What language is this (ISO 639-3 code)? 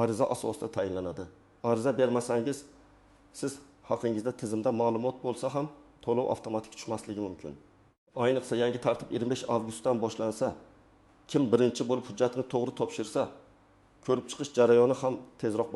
uzb